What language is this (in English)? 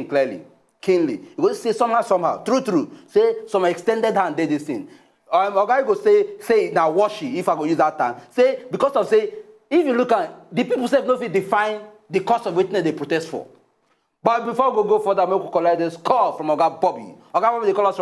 Nigerian Pidgin